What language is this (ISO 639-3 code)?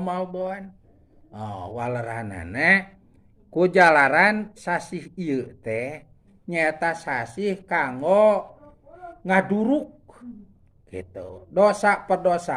sun